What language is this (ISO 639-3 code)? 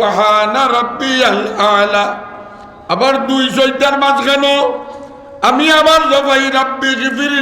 syl